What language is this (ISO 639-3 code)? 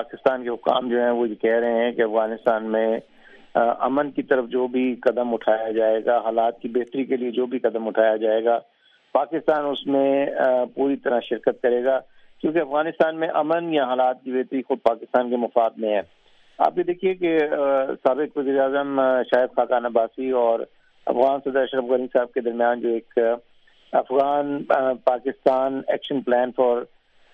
urd